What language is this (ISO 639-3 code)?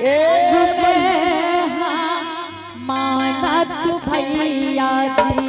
anp